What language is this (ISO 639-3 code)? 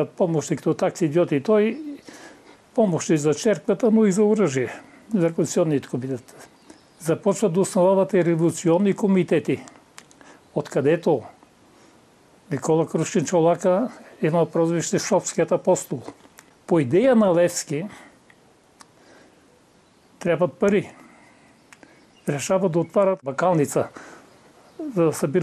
bul